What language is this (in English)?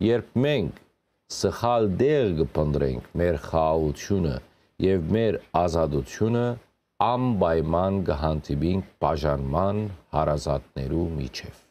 Western Armenian